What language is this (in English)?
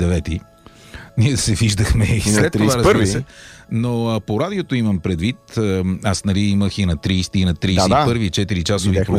Bulgarian